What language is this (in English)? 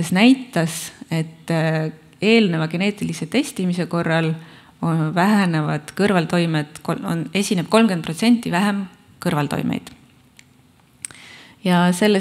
Estonian